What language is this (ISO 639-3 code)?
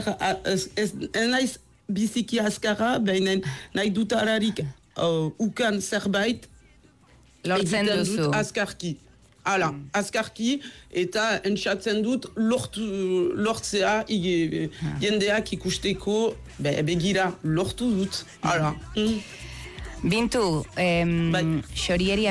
eus